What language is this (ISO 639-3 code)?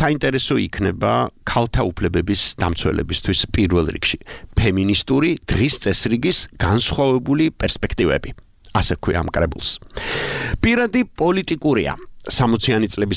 kat